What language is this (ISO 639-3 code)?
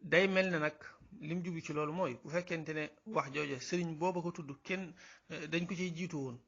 wol